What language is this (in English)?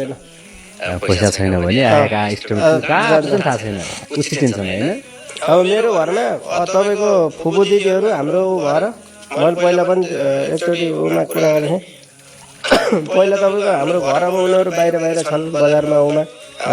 Nepali